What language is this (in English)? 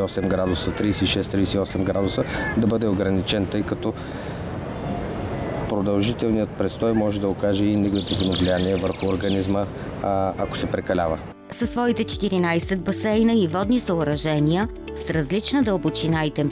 Bulgarian